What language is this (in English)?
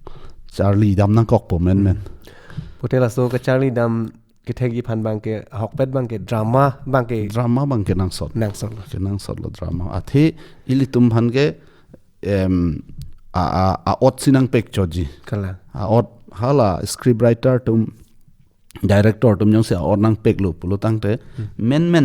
Karbi